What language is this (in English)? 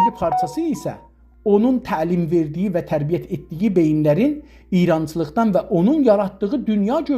South Azerbaijani